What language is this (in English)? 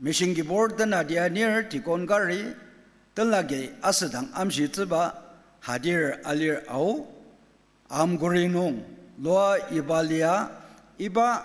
Ao Naga